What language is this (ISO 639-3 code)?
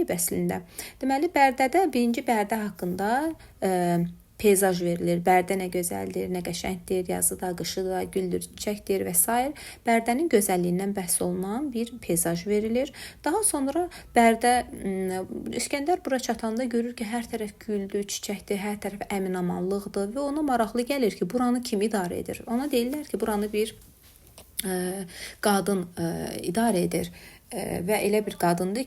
aze